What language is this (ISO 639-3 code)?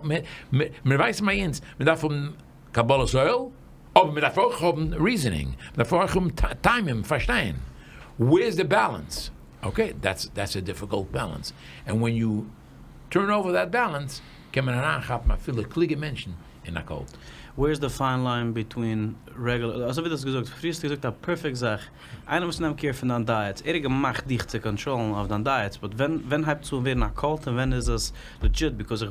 yid